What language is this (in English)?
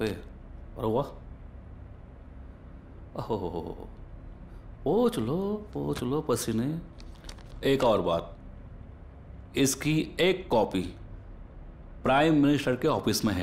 Hindi